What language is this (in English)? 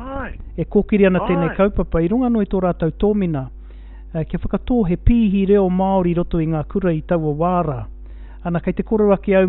Māori